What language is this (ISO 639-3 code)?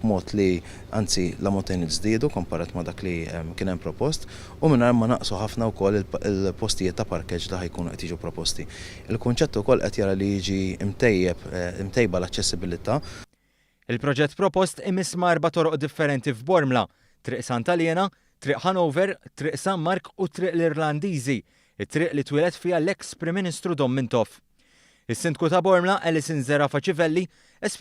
mlt